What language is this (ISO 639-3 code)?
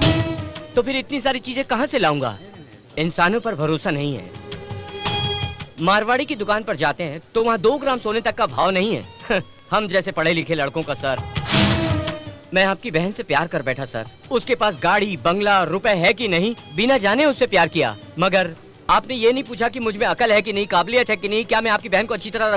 hin